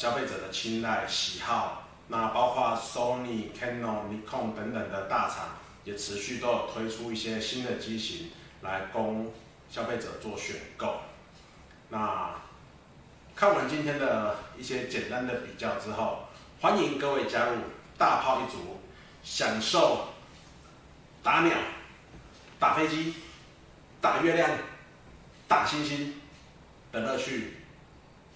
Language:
Chinese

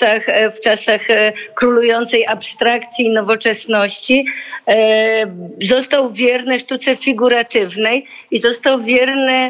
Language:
Polish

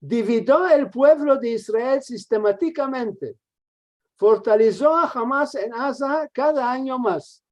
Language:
Ladino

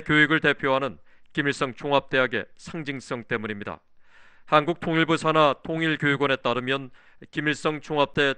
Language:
Korean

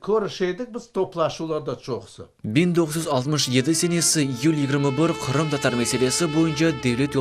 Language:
Crimean Tatar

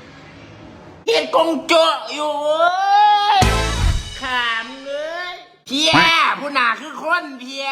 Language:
Northeastern Thai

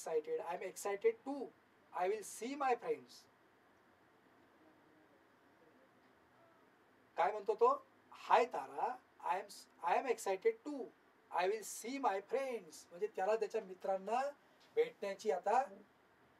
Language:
Marathi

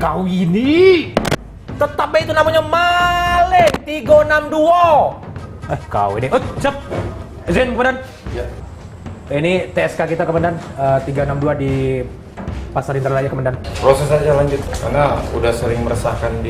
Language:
Musi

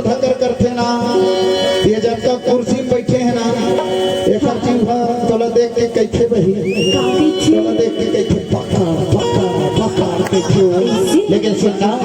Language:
Chhattisgarhi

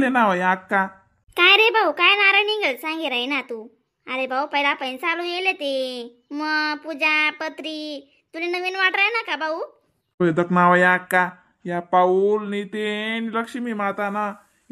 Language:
Khandesi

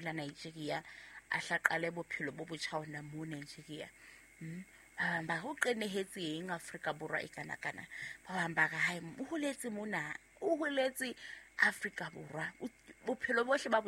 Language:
Southern Sotho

